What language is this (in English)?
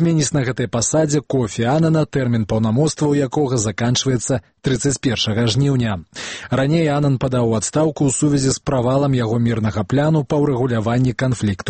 Belarusian